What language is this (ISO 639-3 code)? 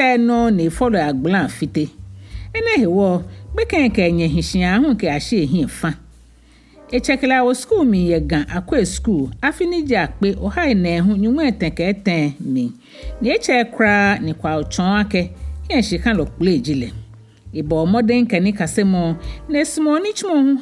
gaa